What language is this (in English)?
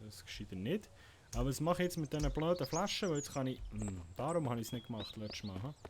Swiss German